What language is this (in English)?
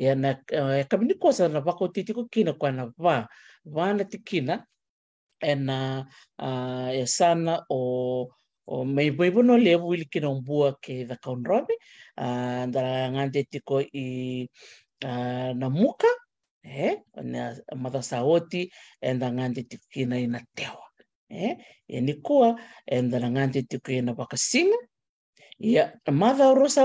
Fijian